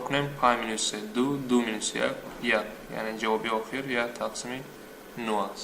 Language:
Tajik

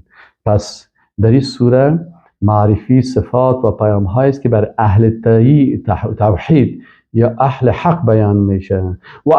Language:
Persian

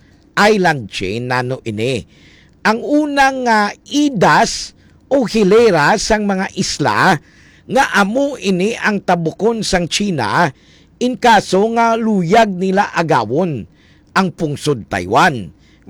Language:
Hiligaynon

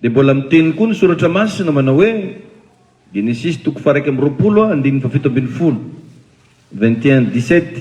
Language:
Malagasy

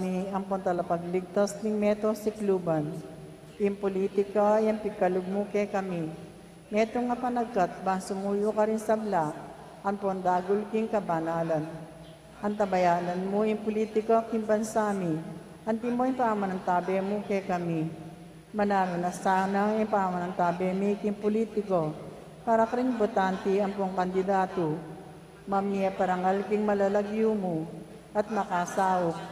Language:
Pampanga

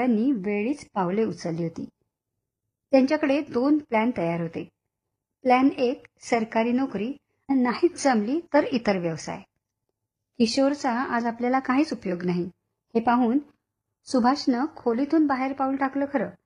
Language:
Marathi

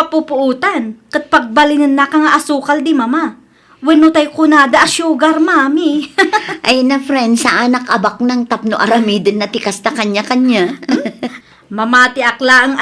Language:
Iloko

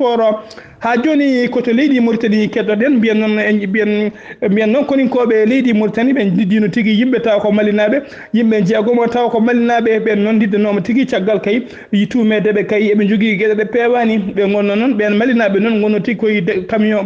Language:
Fula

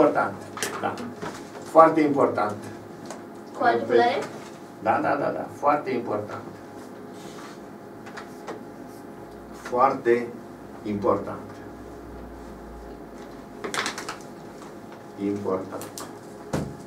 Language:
Romanian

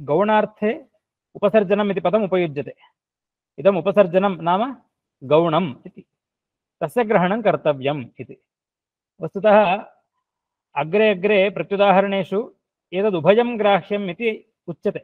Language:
Sanskrit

